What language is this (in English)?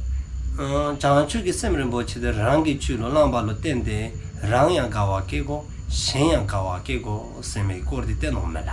Dzongkha